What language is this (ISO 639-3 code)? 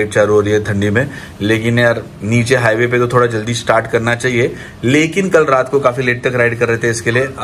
hin